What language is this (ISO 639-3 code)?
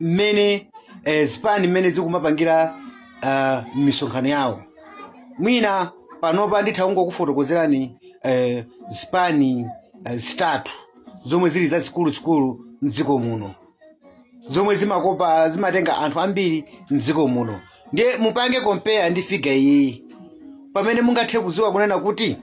nya